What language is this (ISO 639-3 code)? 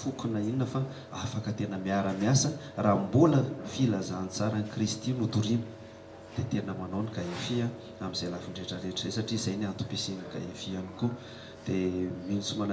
mlg